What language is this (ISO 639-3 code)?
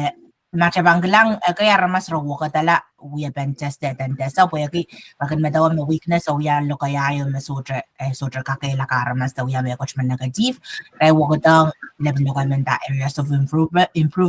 pon